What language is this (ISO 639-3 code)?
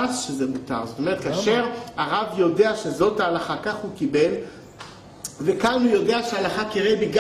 heb